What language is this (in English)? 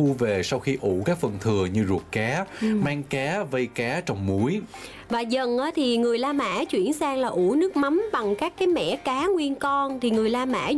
Vietnamese